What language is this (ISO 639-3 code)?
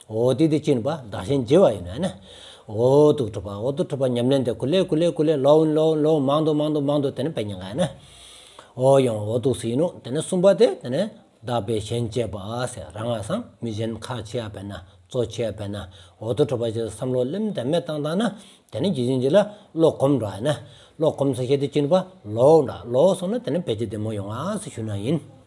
sbu